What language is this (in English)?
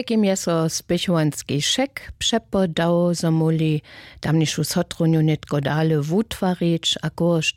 Upper Sorbian